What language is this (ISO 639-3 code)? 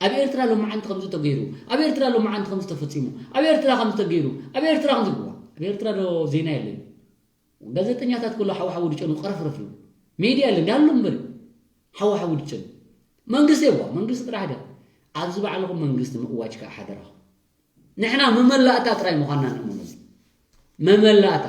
tir